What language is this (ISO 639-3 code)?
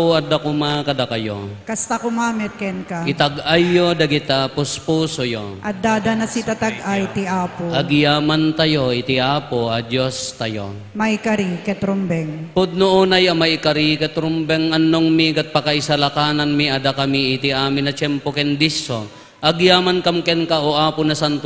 ilo